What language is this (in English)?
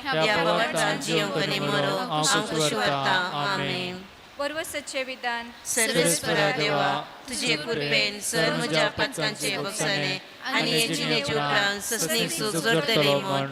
Konkani